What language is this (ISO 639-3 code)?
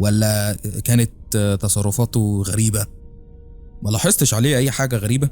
arz